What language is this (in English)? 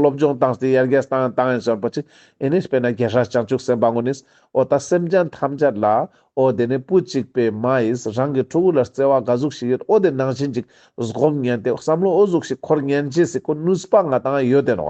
Ladakhi